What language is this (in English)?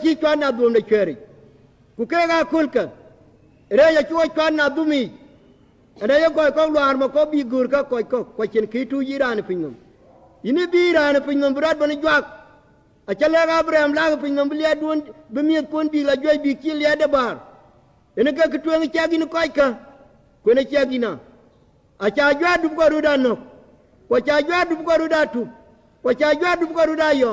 Dinka